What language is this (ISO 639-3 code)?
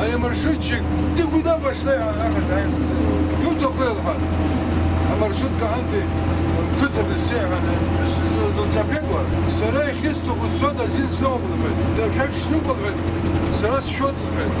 abk